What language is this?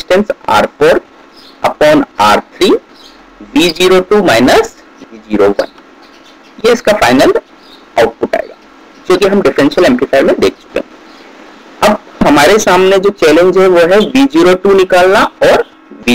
Hindi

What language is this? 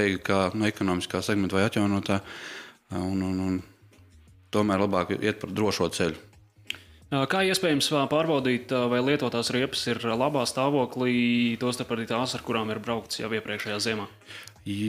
Latvian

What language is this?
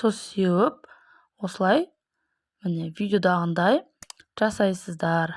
Kazakh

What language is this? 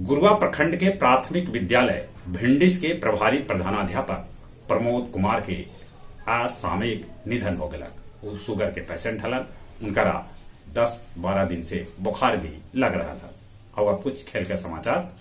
Magahi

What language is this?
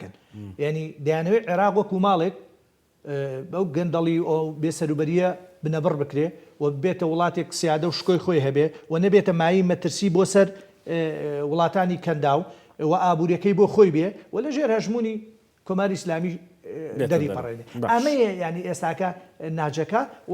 Central Kurdish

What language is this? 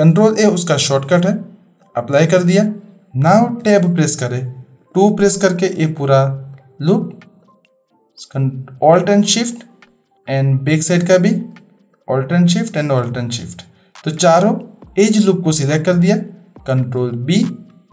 Hindi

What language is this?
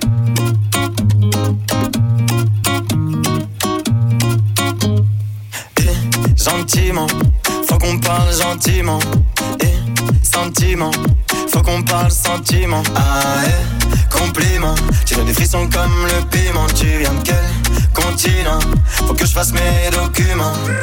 French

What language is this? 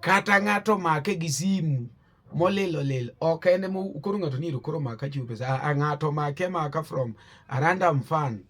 Luo (Kenya and Tanzania)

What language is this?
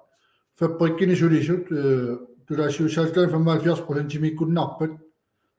Kalaallisut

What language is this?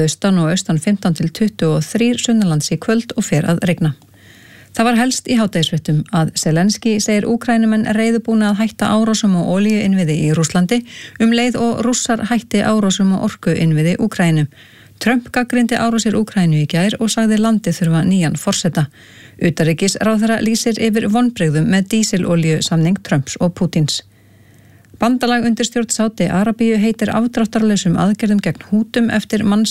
Icelandic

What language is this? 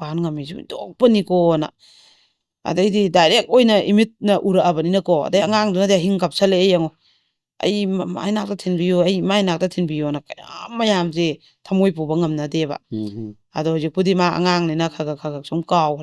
Manipuri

